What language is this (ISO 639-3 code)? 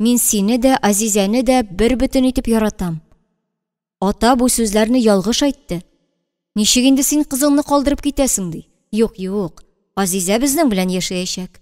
tat